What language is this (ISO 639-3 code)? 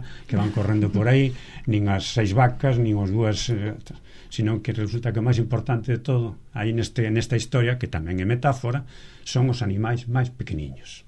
glg